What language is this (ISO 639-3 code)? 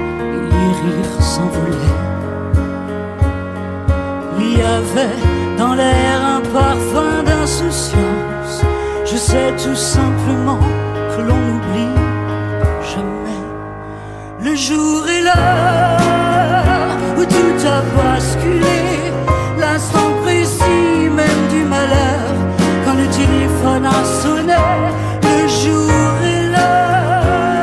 fra